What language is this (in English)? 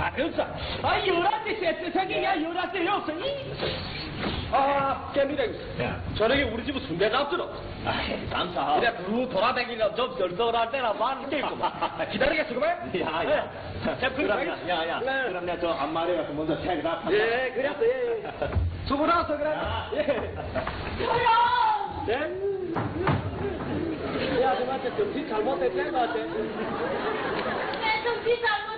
Korean